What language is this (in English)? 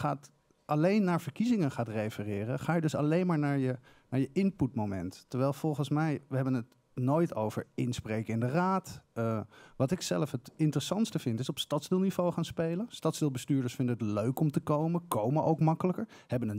Dutch